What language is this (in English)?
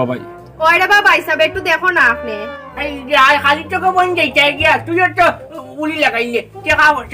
Sylheti